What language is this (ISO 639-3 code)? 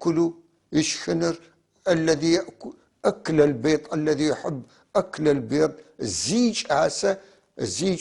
apc